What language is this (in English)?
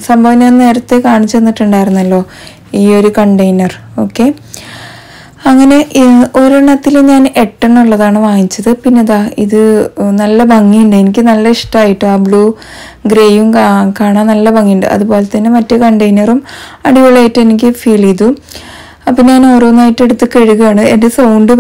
Malayalam